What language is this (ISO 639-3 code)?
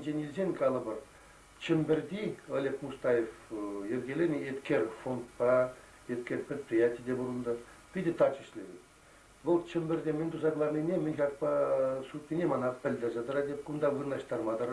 chv